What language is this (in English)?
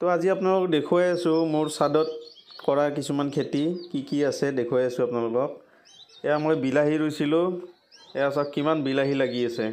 Assamese